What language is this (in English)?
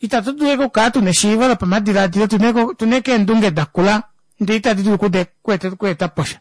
Kuanyama